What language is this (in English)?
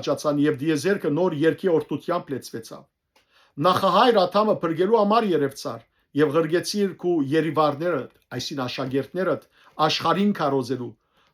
Western Armenian